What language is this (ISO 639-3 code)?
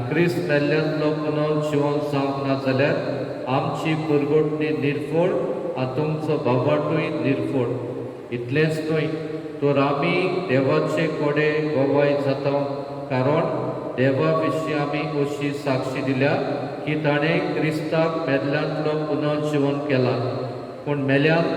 kok